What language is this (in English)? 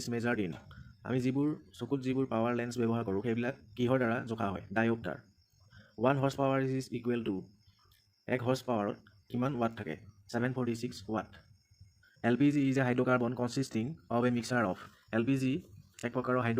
Assamese